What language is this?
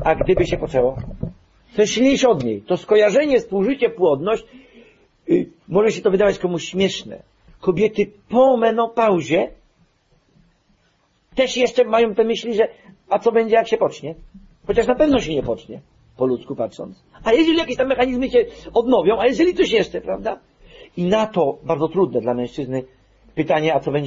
Polish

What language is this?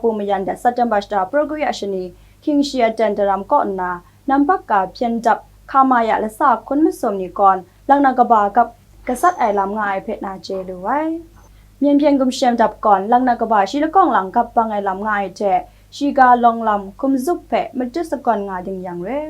Kachin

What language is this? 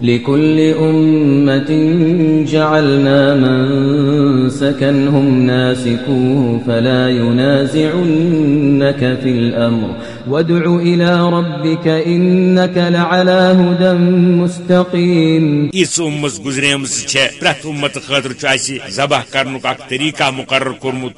Kashmiri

